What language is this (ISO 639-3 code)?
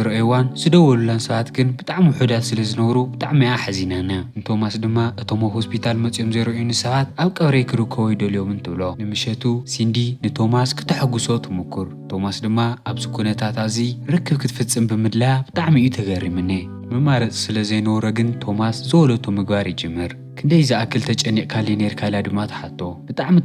tir